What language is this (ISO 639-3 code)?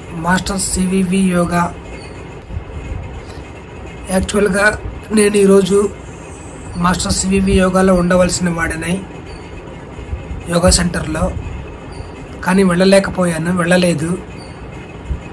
tel